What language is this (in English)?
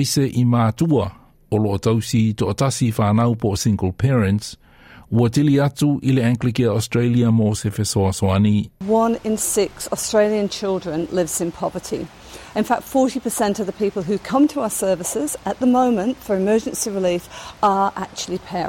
Samoan